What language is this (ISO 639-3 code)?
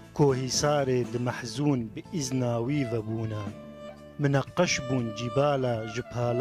kur